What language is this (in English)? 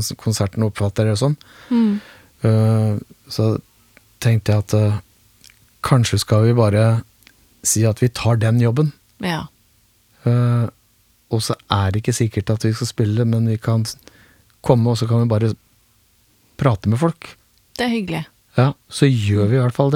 Norwegian